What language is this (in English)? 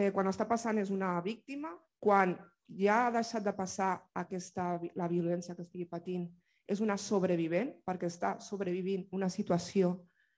Catalan